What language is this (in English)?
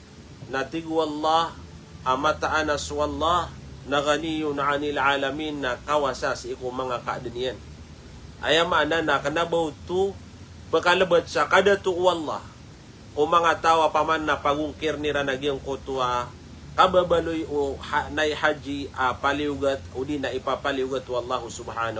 Maranao